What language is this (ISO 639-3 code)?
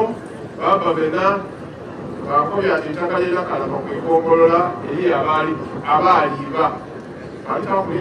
xog